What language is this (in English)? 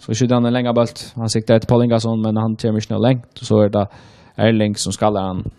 Faroese